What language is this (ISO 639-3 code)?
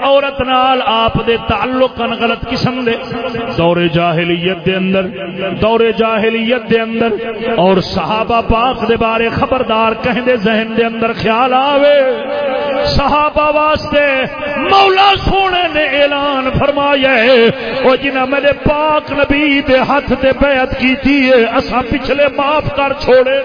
skr